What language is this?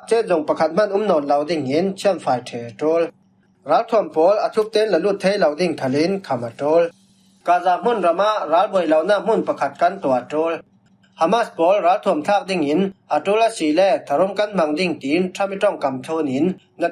Falam Chin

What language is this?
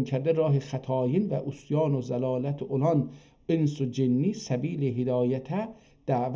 South Azerbaijani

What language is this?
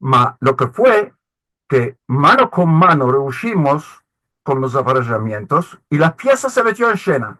Ladino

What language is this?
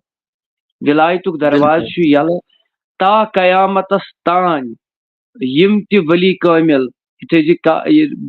Kashmiri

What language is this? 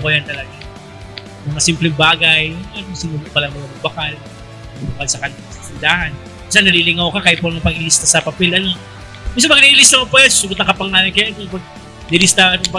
Bikol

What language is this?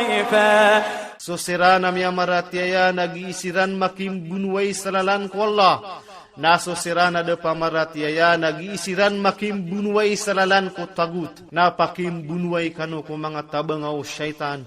Maranao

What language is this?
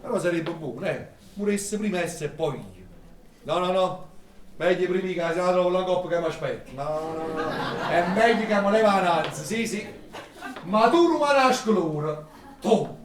Neapolitan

